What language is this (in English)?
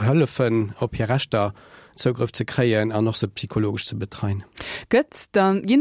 Luxembourgish